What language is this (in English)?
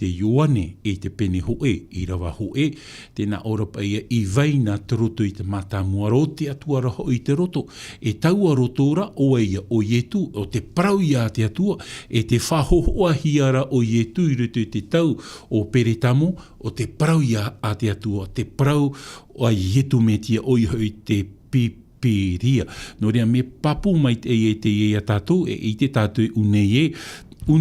Tahitian